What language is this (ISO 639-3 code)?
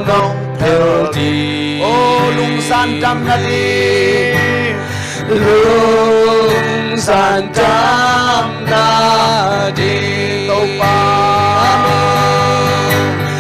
ctd